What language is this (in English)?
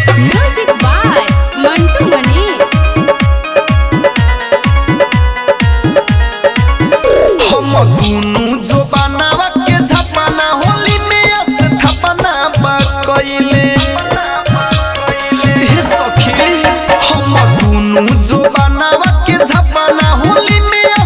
Bhojpuri